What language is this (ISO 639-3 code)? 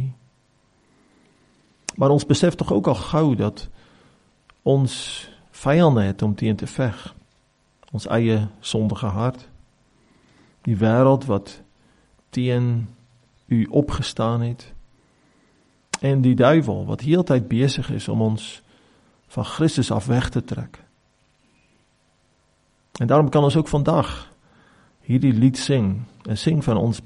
afr